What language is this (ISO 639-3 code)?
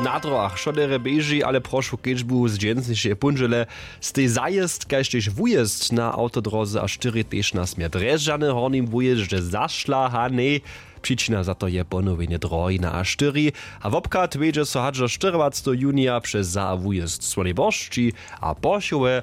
hsb